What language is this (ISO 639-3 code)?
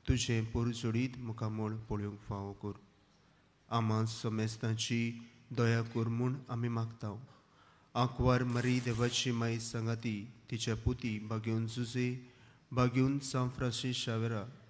kok